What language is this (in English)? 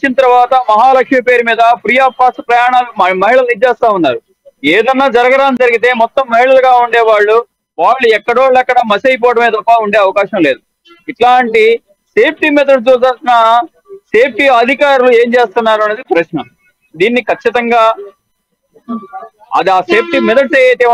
Telugu